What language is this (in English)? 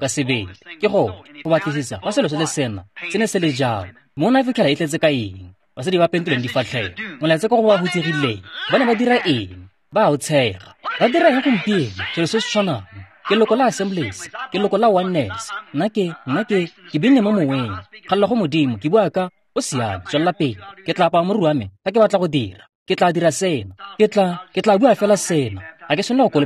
Tswana